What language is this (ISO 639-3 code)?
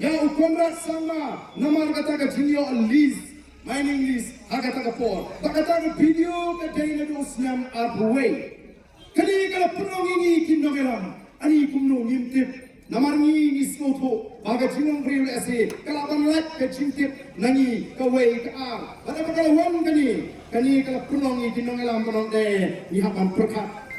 kha